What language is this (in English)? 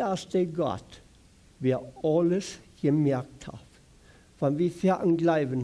Plautdietsch